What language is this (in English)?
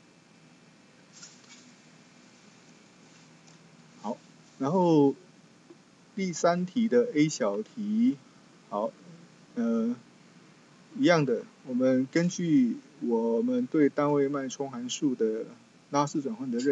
Chinese